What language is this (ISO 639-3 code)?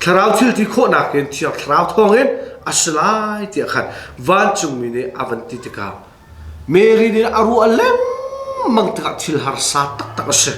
cnh